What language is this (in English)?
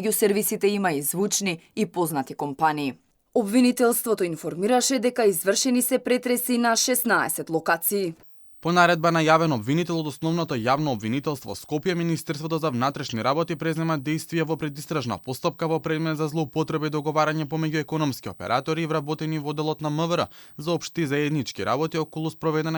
Macedonian